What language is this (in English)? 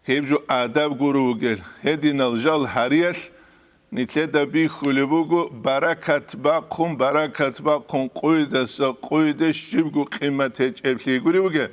Avaric